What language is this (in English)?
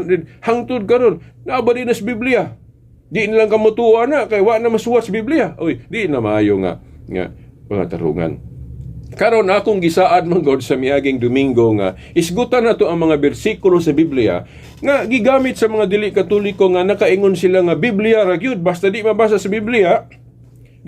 Cebuano